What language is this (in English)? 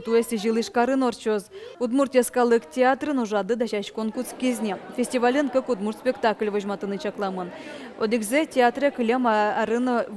Udmurt